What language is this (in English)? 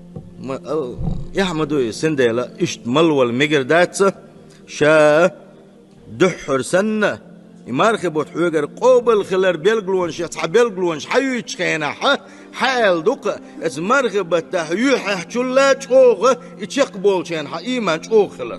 Chechen